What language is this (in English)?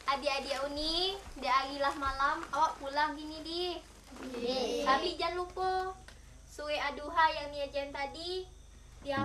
Minangkabau